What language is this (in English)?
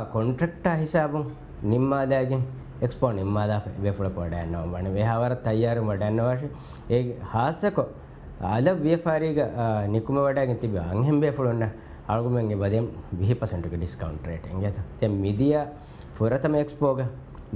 Divehi